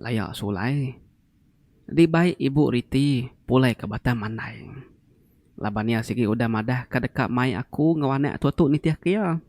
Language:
Iban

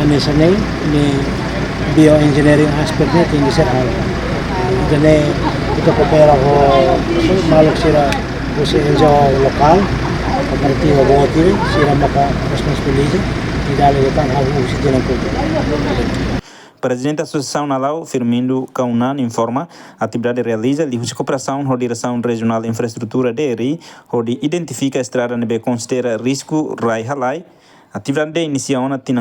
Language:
Tetum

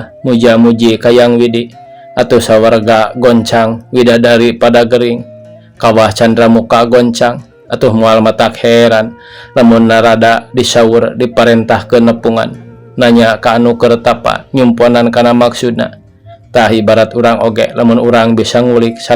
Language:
Sundanese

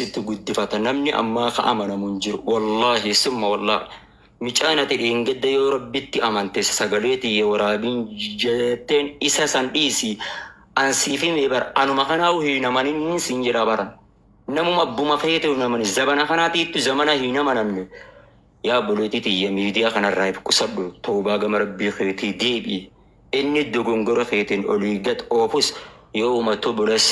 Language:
Oromo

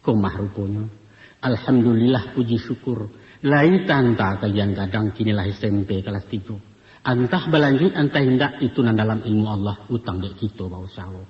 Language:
Minangkabau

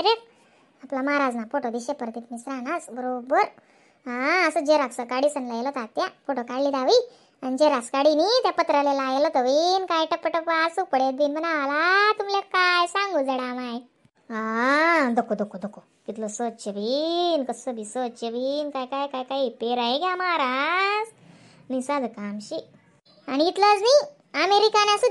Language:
Khandesi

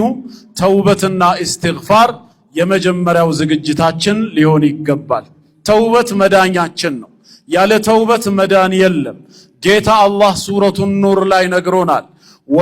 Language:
Amharic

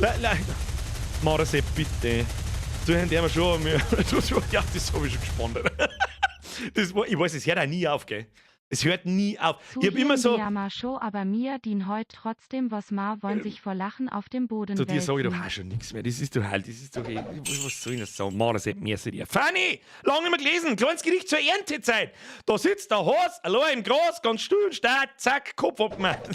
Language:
Bavarian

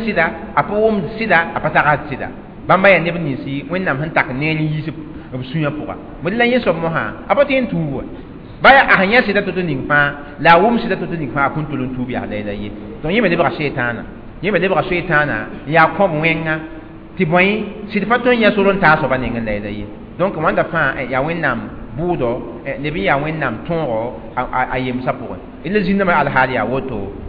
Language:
Mossi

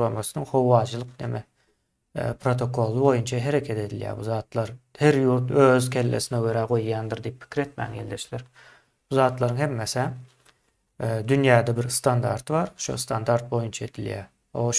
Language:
Turkmen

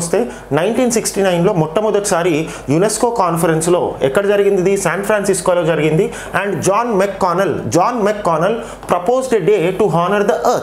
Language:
Telugu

